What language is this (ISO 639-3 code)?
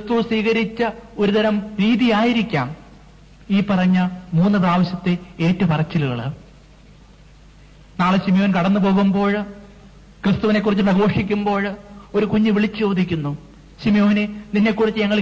mal